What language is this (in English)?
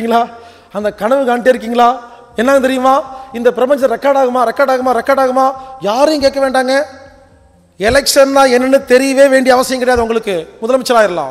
Tamil